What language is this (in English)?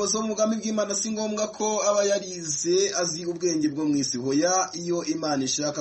Kinyarwanda